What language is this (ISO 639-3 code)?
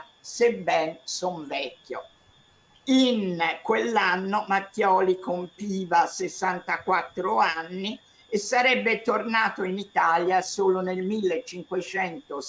ita